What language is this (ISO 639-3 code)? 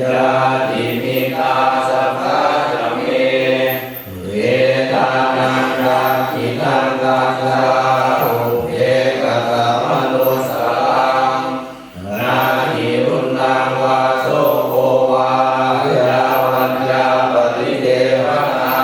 pli